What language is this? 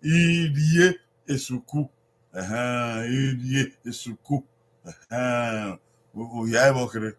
Bini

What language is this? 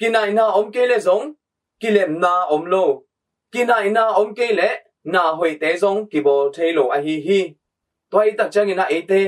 Tedim Chin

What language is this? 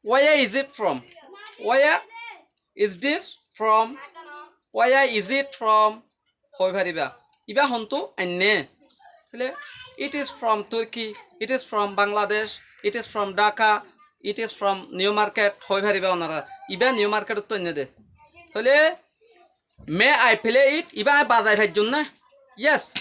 Rohingya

